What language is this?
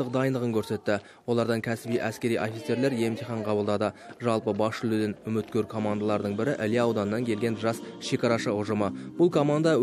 Kazakh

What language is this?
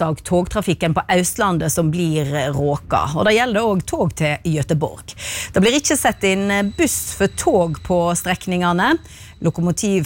Norwegian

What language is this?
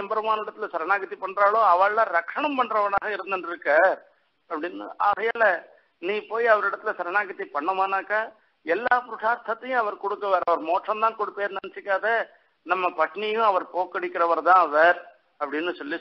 Tamil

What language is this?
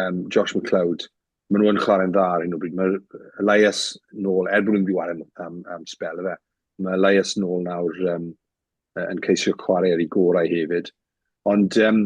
Welsh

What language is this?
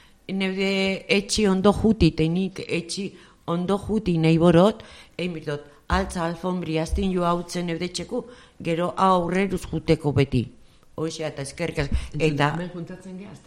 Basque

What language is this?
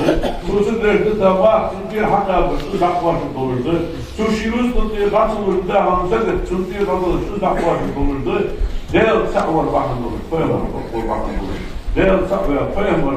Ingush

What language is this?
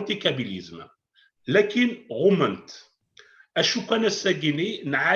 Kabyle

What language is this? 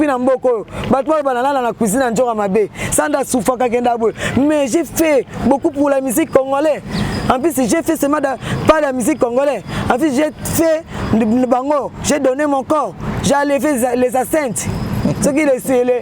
Lingala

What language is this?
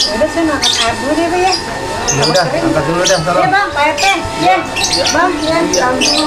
Betawi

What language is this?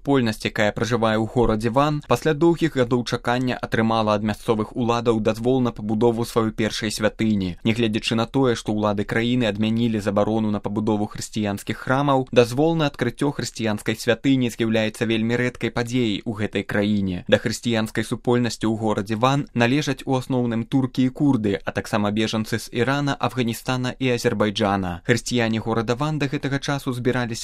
Belarusian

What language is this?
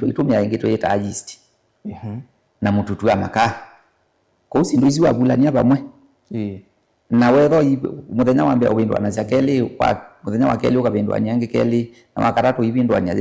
Kamba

